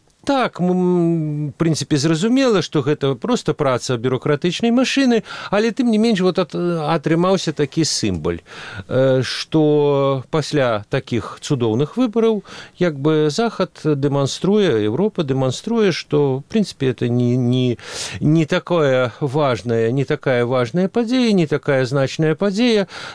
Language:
Belarusian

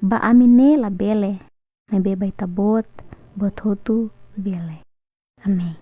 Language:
Tetum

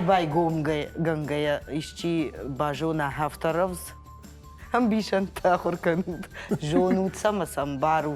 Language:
Ossetic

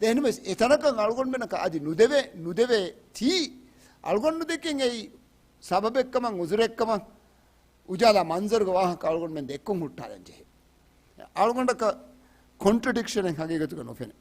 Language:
Divehi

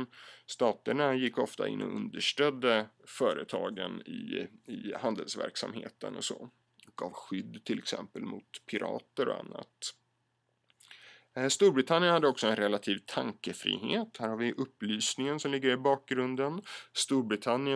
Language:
Swedish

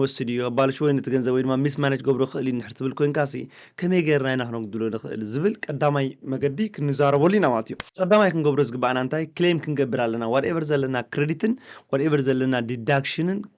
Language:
Tigrinya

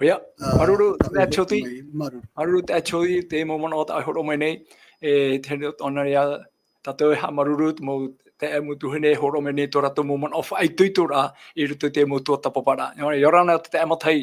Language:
Tahitian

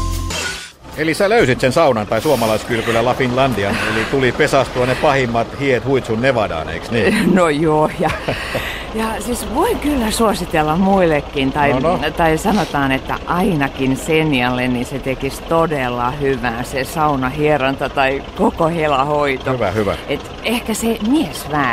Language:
Finnish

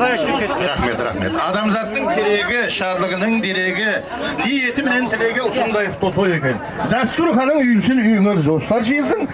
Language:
Kara-Kalpak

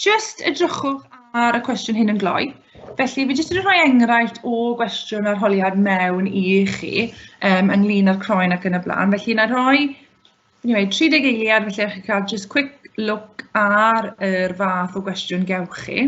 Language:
Welsh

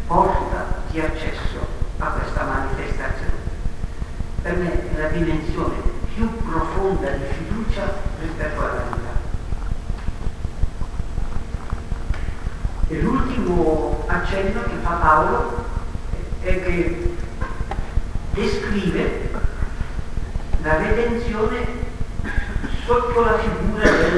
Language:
Italian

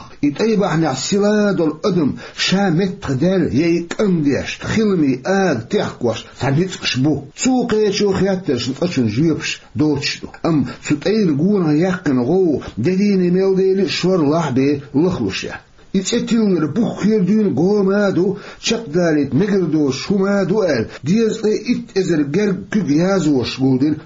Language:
Chechen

